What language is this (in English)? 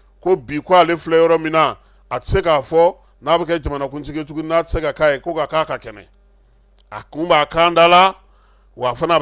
Bambara